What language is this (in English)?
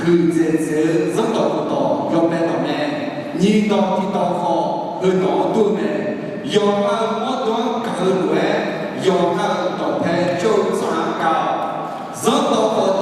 Akha